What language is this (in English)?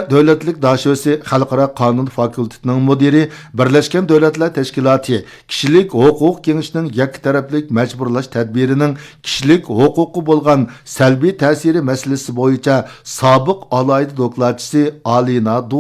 Uyghur